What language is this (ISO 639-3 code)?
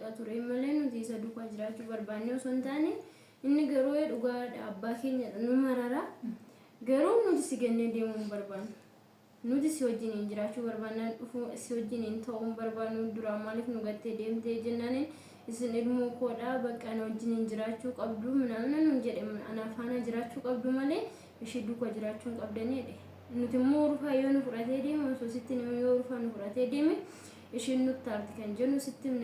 orm